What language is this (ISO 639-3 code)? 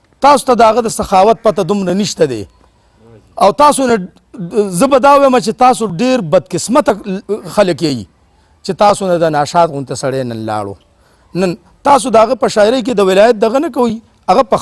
pus